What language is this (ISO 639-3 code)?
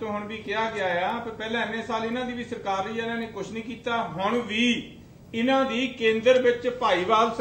pan